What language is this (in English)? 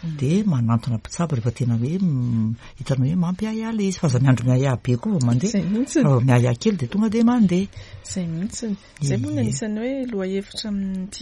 Malagasy